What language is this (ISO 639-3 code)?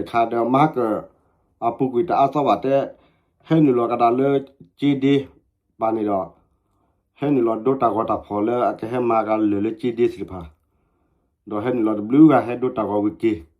ksw